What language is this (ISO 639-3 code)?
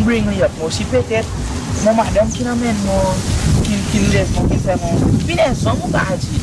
crs